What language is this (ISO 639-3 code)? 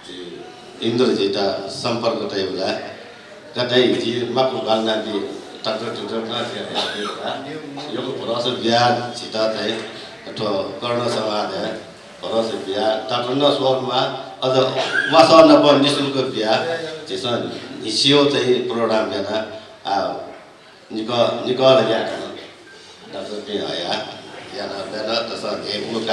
new